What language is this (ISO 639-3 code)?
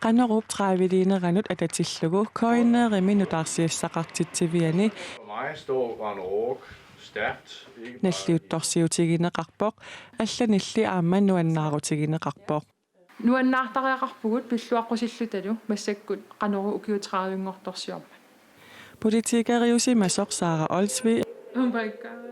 kal